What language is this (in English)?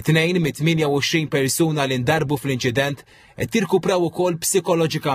Maltese